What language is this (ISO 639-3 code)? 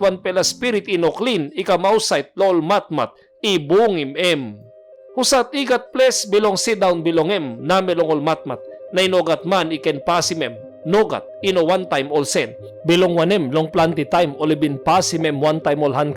tpi